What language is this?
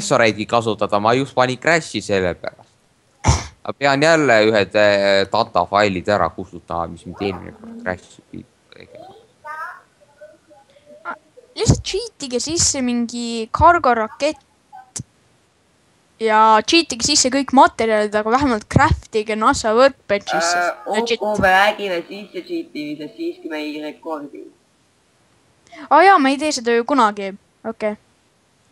Estonian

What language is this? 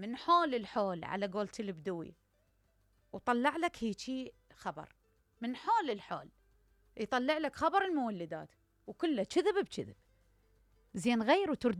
Mesopotamian Arabic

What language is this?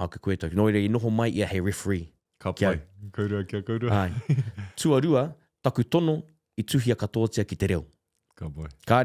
Māori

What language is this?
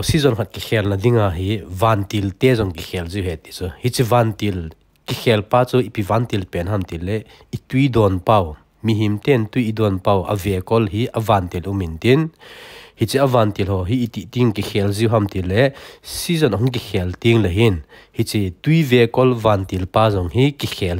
Thado Chin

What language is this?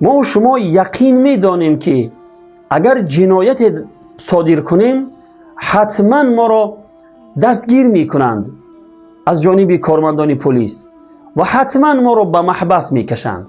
Tajik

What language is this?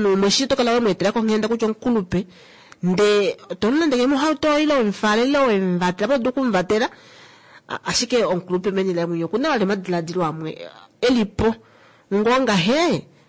Kuanyama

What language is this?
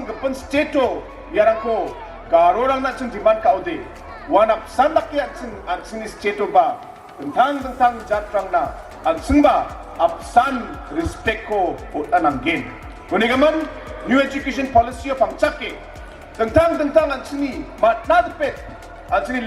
Garo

